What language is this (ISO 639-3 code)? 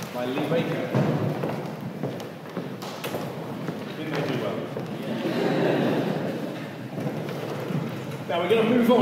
eng